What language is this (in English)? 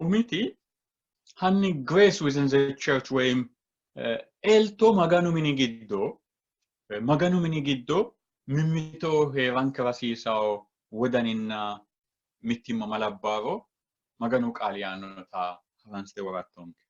Sidamo